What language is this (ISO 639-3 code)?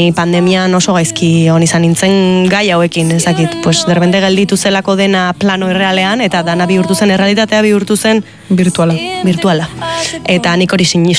eus